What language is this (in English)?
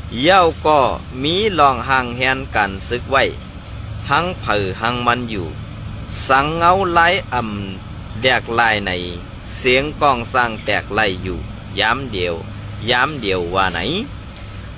Shan